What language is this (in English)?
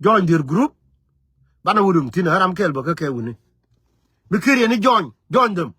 Nuer